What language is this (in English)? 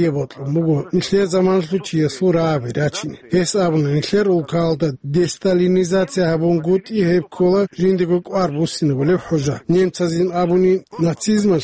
Avaric